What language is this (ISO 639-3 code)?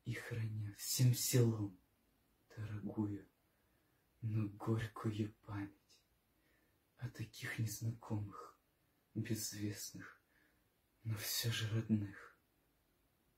rus